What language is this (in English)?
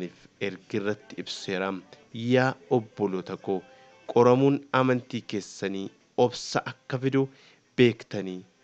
Oromo